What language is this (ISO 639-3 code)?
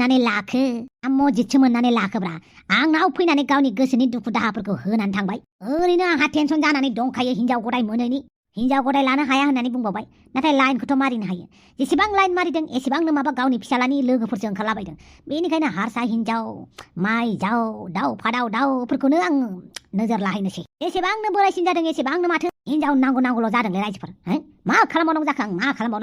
brx